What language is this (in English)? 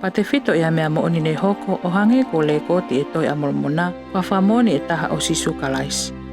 Tongan